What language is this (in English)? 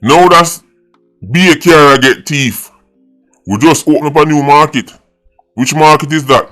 Jamaican Creole English